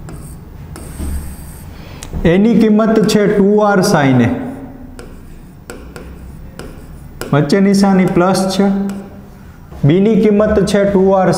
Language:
Gujarati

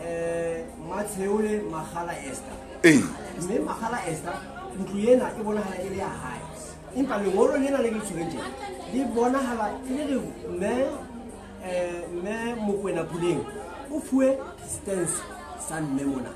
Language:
Southern Sotho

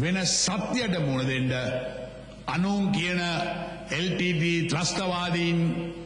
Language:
Sinhala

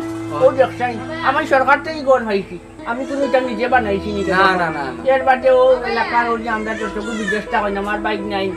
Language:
Sylheti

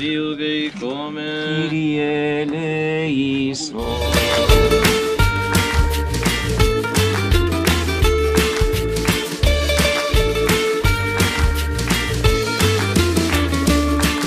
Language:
Greek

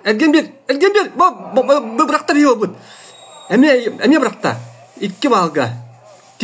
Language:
Yakut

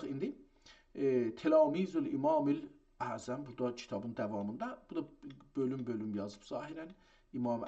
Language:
South Azerbaijani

